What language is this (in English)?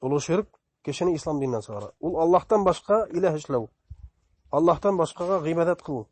Bashkir